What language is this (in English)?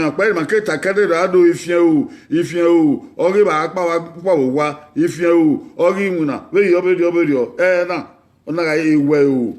Bini